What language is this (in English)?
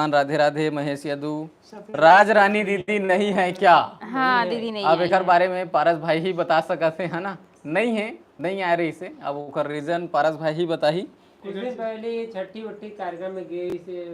Chhattisgarhi